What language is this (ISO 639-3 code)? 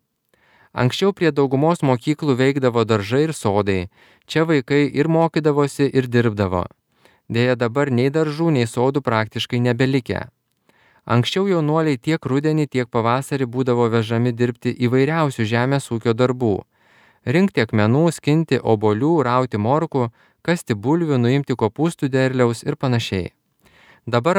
lit